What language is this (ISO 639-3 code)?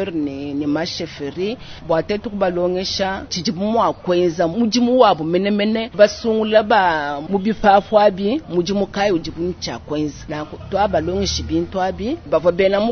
lua